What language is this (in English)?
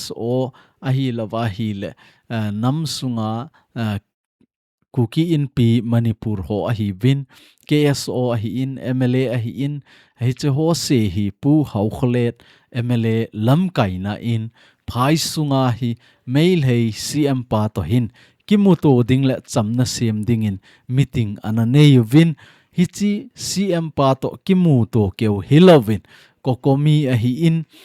Thado Chin